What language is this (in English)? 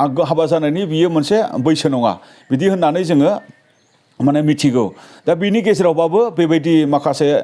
Bodo